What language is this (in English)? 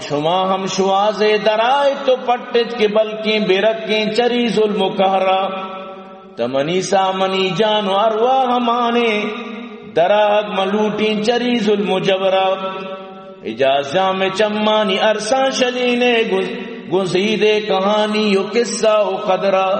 Eastern Balochi